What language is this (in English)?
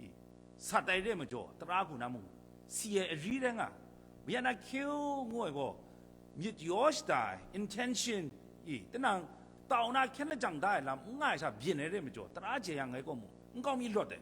Kachin